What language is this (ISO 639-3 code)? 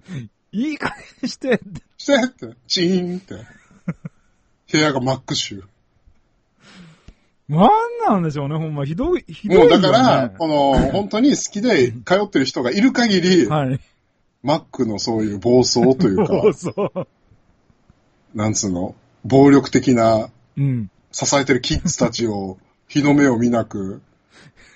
jpn